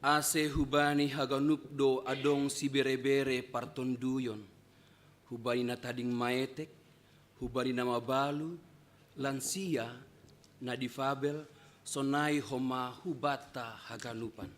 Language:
Batak Simalungun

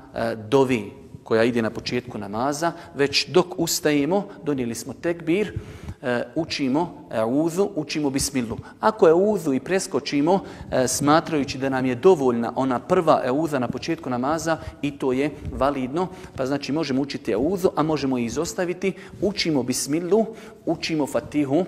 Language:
Bosnian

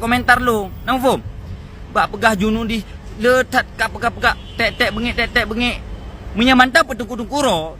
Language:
Achinese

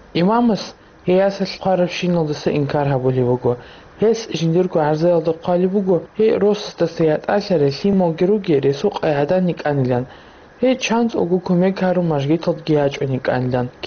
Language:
Avaric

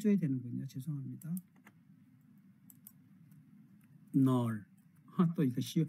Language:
Korean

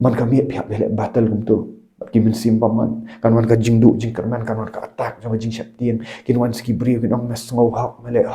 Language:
Khasi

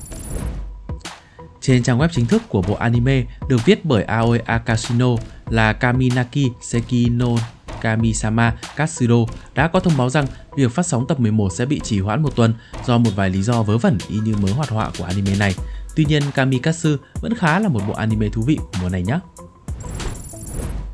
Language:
Vietnamese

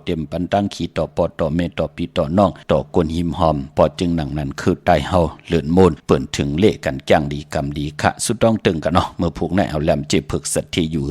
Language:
Shan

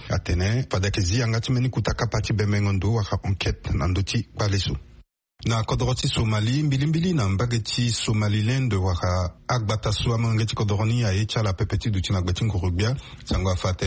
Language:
Sango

